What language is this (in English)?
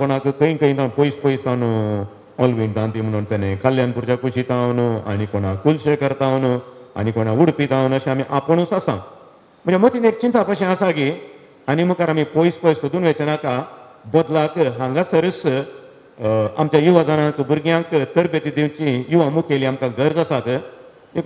Konkani